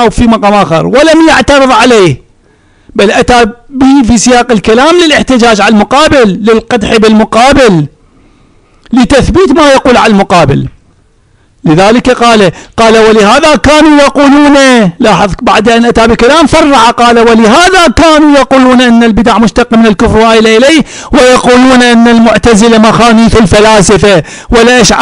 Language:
Arabic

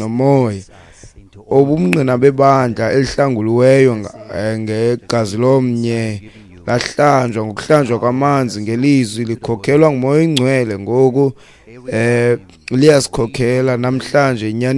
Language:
Xhosa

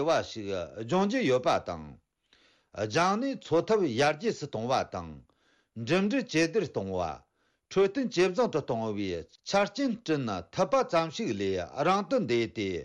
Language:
Tibetan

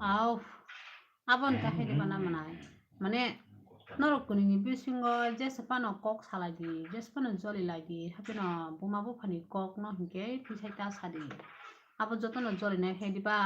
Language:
Kok Borok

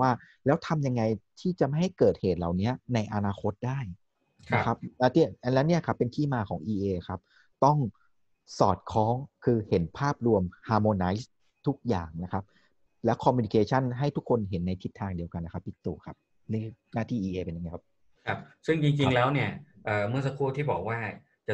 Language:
Thai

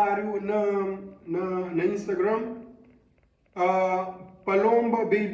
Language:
Kabuverdianu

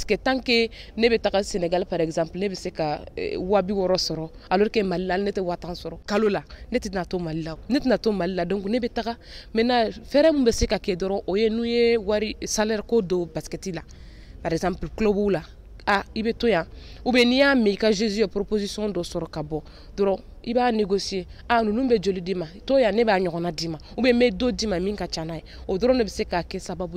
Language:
Bambara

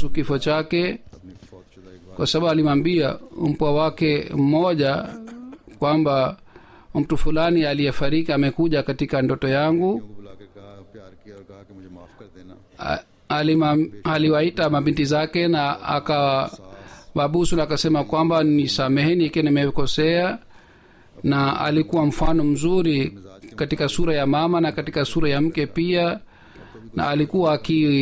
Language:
Swahili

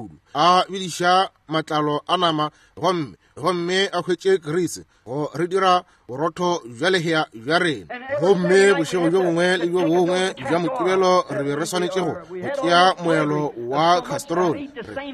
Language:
Northern Sotho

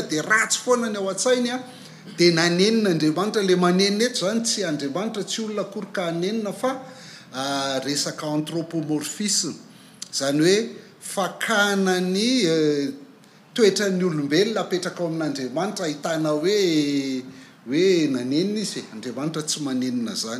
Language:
Malagasy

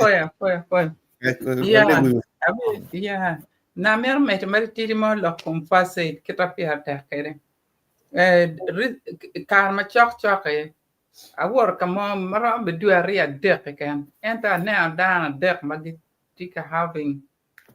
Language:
Acoli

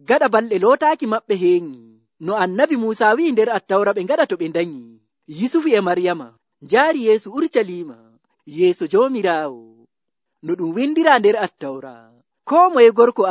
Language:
Nigerian Fulfulde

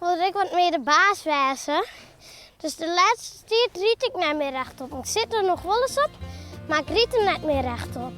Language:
Western Frisian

